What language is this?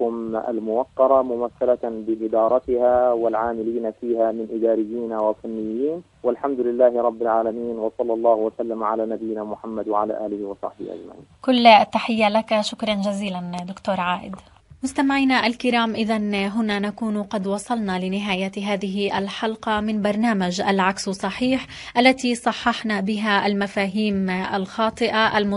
Arabic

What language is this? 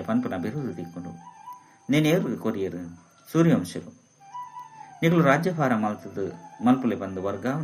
Tulu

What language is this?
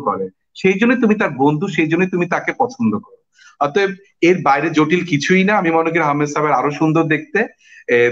Bangla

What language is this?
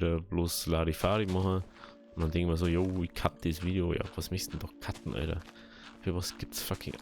Bavarian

